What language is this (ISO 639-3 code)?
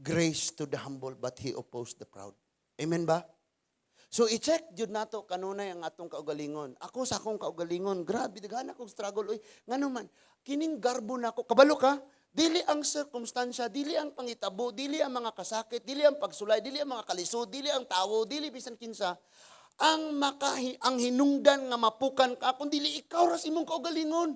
ceb